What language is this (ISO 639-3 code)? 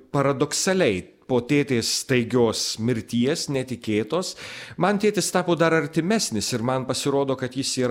lit